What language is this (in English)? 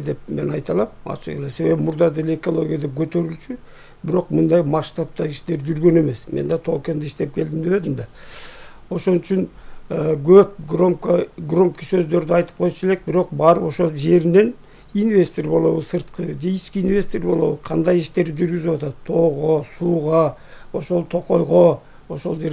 Kyrgyz